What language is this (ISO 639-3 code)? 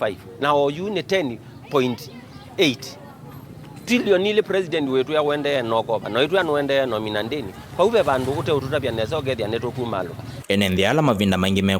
kam